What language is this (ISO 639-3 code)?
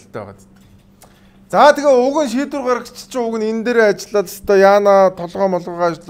mon